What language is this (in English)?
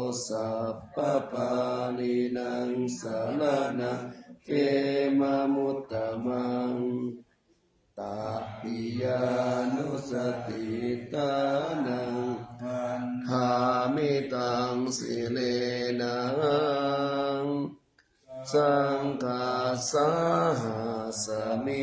Pali